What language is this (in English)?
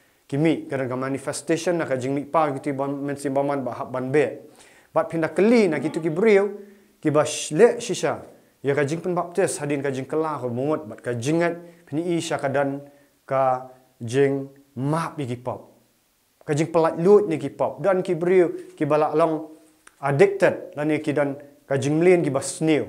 Khasi